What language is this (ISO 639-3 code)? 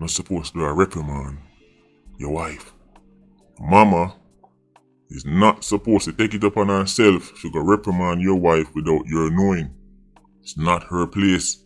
jam